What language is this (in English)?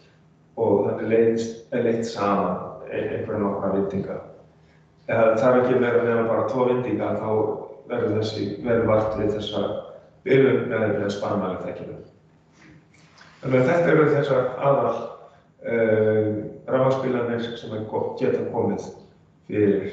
Icelandic